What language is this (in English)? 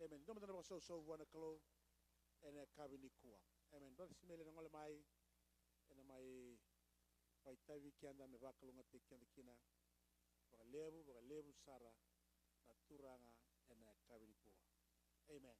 Fijian